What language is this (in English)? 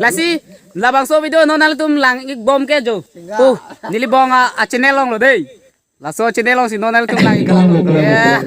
Karbi